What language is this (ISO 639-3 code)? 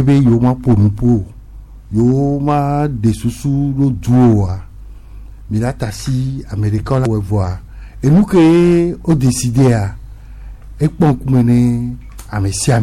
gej